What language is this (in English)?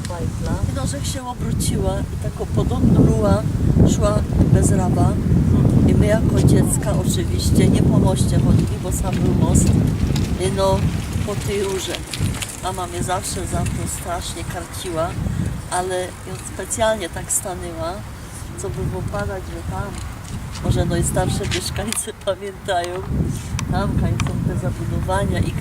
Silesian